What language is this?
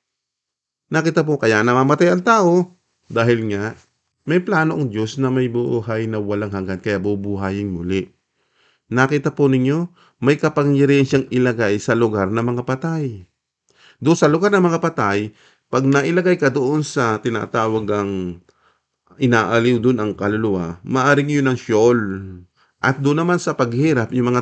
Filipino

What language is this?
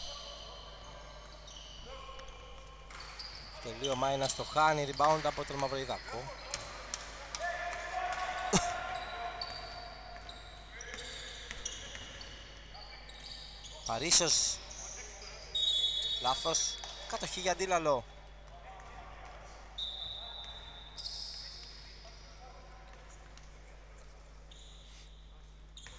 Greek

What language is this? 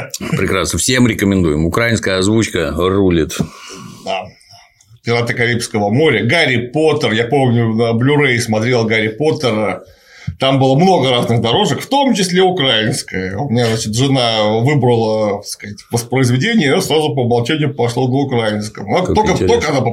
Russian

